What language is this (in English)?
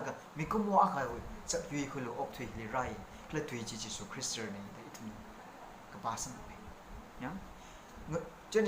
Tangkhul Naga (India)